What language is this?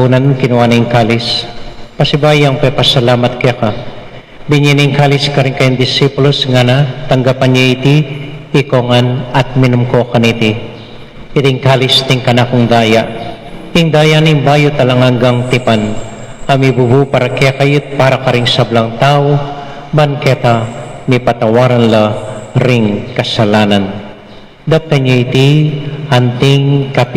Pampanga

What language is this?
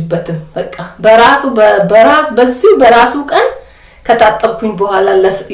Amharic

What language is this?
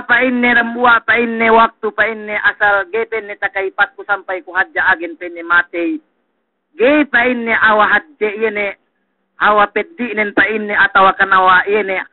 Yakan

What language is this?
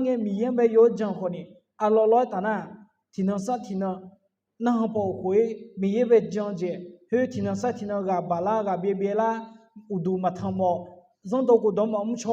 Akha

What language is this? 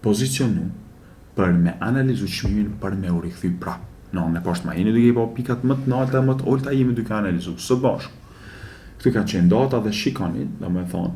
Albanian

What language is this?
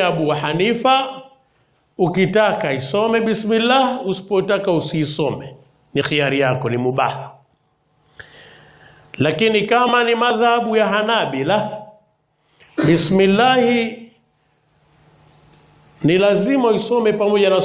Swahili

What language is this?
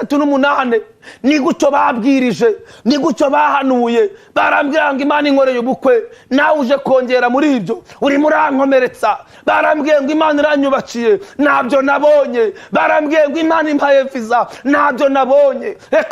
Kinyarwanda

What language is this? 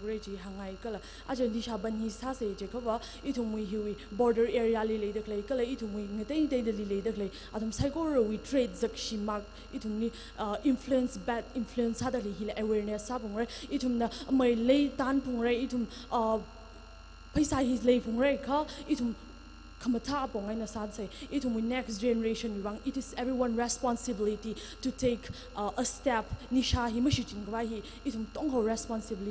Tangkhul Naga (India)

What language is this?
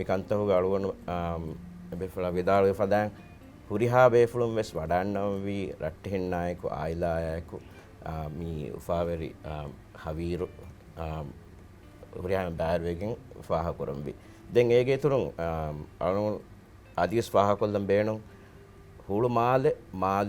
Divehi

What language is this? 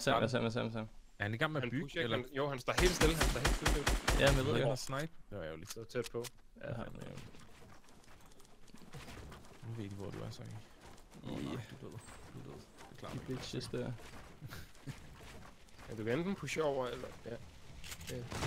Danish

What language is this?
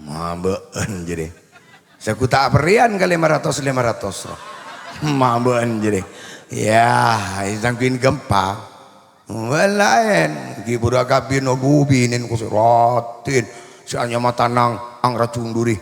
Madurese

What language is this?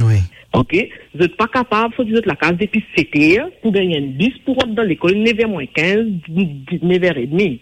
Morisyen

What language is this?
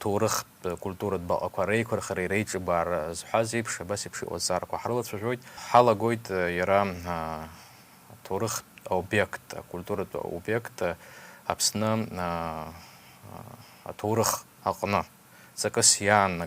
Abkhazian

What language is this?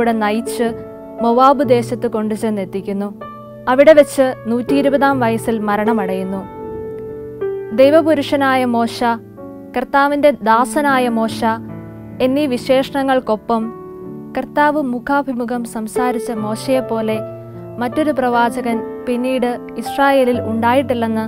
Malayalam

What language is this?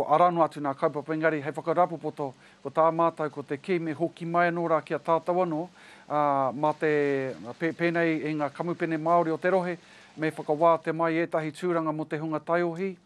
Māori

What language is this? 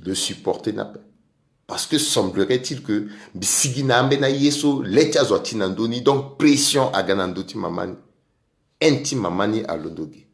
Sango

